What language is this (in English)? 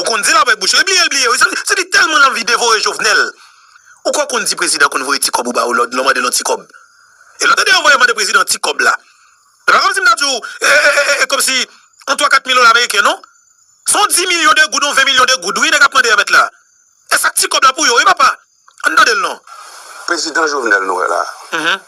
Haitian Creole